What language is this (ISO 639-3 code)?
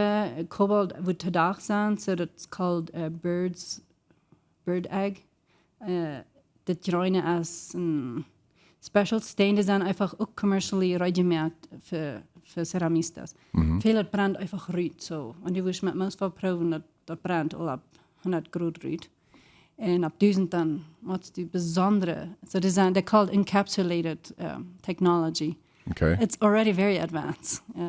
pdt